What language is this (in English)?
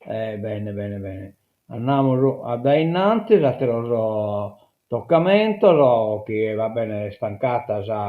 Sardinian